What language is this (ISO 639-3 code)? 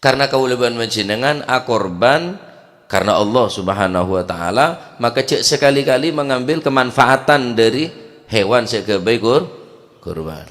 mad